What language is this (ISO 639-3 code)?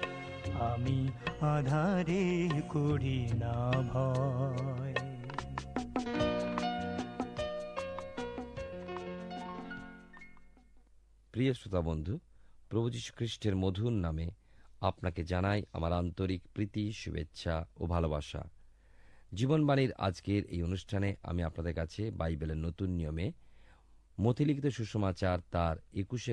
ben